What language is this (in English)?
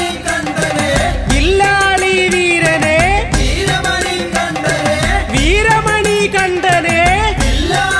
Malayalam